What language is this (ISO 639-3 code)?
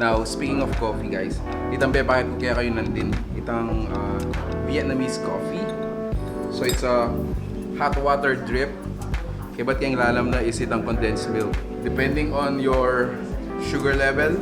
pam